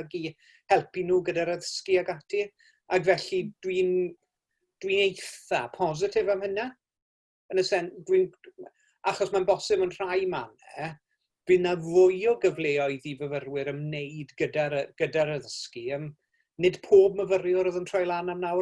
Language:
Welsh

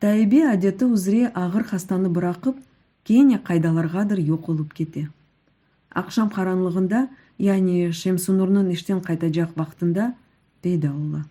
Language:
Crimean Tatar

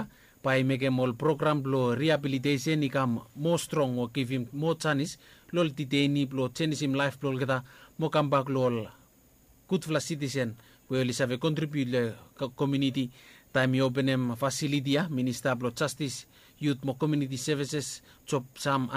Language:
Bislama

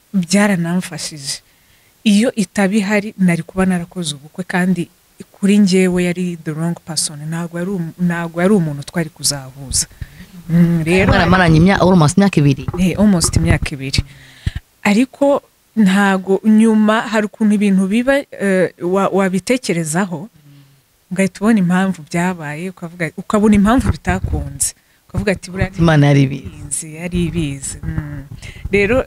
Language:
Kinyarwanda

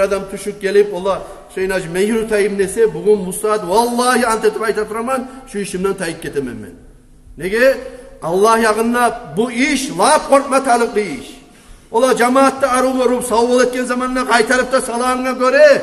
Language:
Kumyk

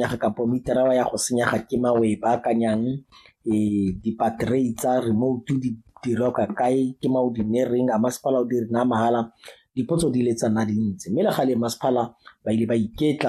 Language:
Tswana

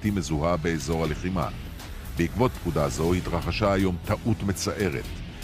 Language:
Hebrew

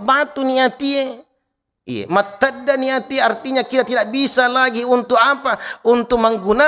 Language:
Buginese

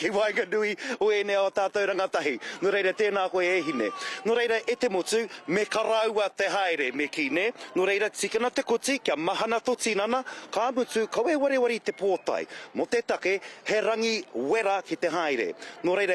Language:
Māori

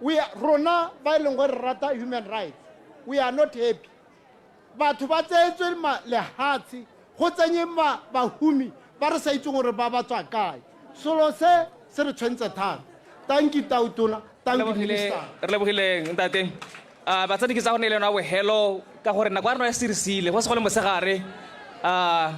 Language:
Tswana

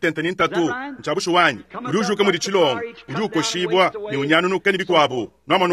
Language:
Luba-Lulua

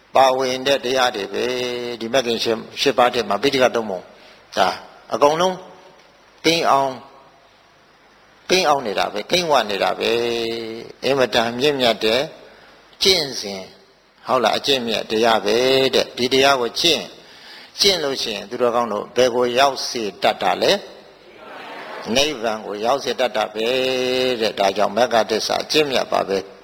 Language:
Burmese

